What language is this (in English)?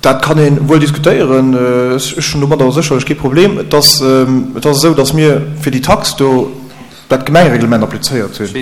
Luxembourgish